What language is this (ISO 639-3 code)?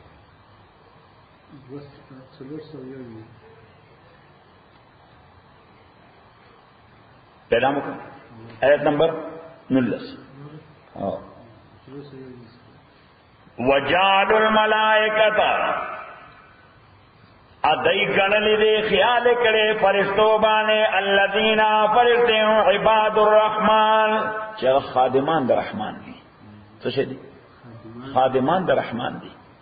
pus